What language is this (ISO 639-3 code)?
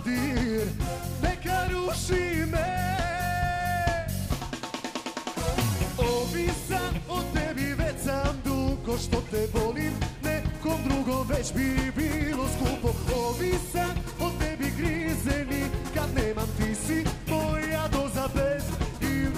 hrv